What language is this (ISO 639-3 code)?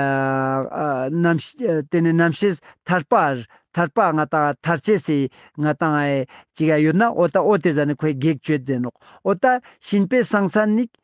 lbj